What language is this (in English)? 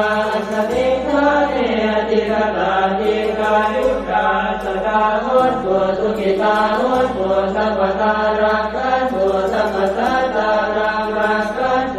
Pali